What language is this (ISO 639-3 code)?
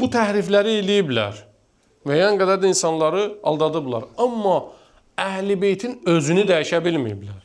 aze